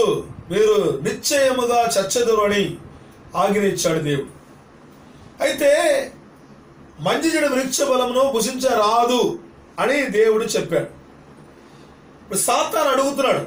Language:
Telugu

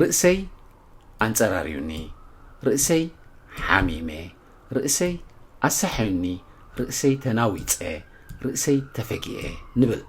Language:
Tigrinya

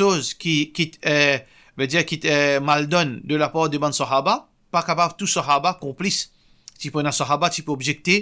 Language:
Morisyen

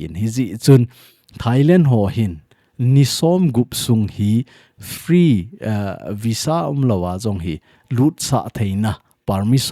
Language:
Thado Chin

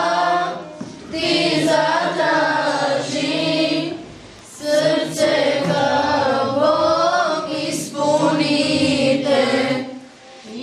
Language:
Bosnian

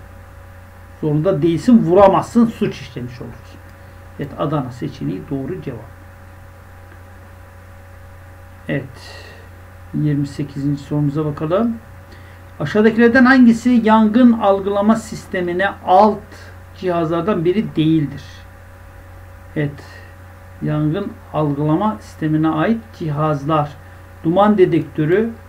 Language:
Turkish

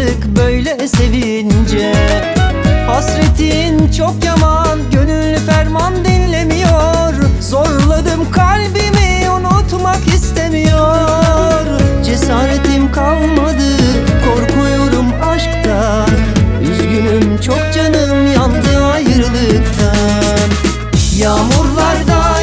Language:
Turkish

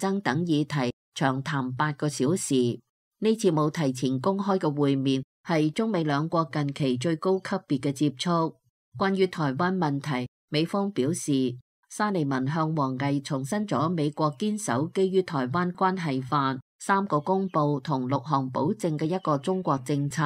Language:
Cantonese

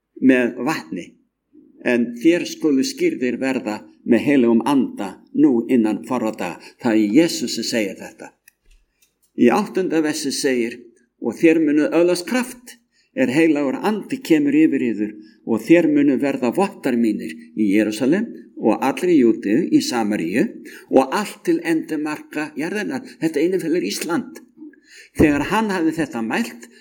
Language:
Icelandic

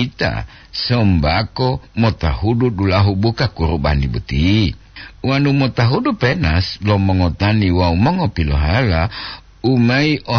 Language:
Gorontalo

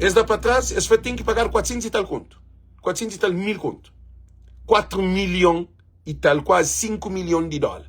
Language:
Kabuverdianu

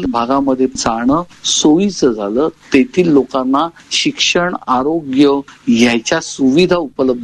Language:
Marathi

